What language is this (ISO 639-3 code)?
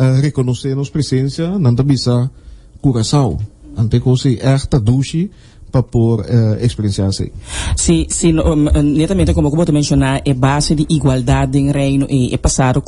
pap